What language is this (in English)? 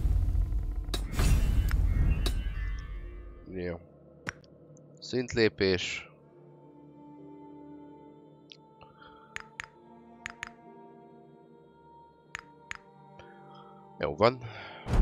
Hungarian